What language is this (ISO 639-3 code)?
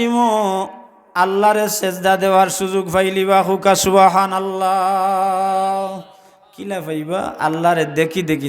syl